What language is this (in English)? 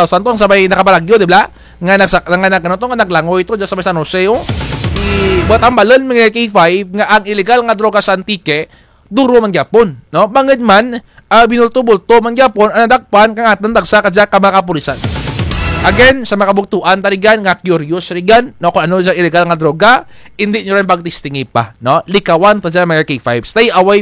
Kinaray-a